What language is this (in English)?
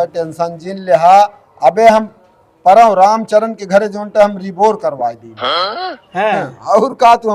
Awadhi